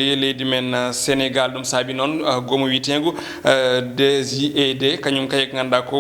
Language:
Fula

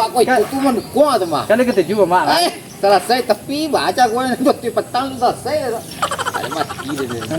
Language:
Minangkabau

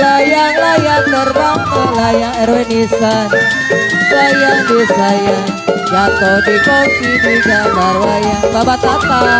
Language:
Betawi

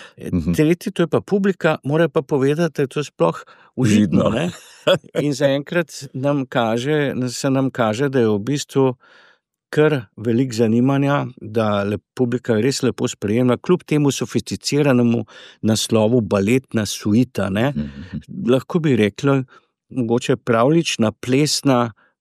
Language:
Slovenian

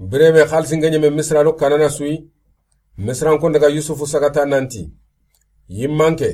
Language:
Soninke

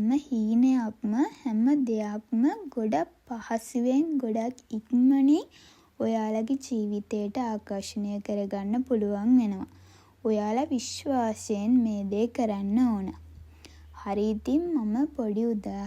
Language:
Sinhala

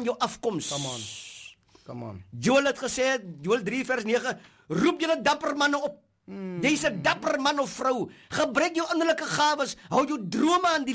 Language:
Afrikaans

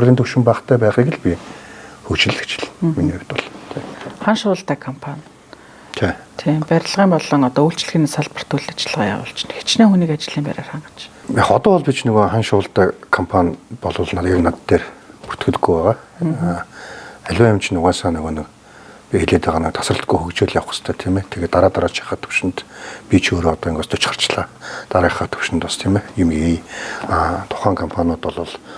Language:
Mongolian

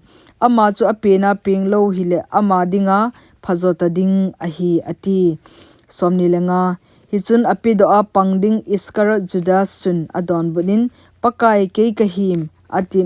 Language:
Thado Chin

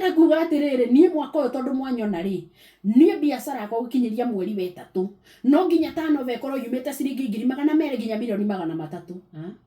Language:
Kikuyu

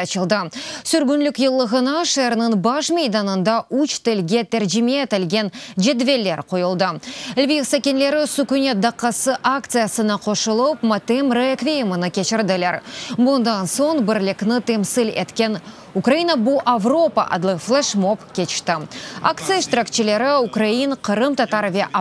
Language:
Crimean Tatar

